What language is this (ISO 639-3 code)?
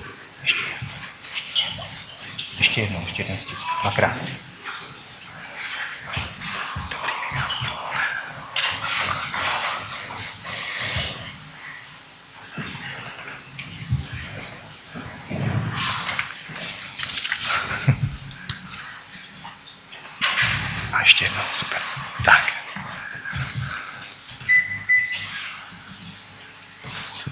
ces